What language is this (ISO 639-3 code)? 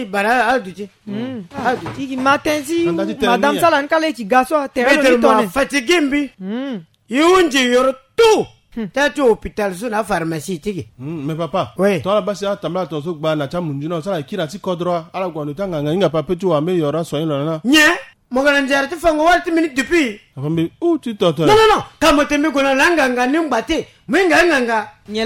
sag